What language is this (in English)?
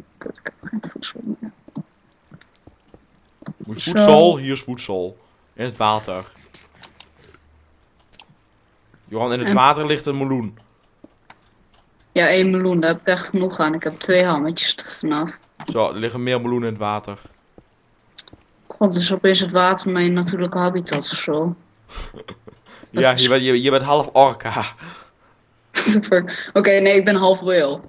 Dutch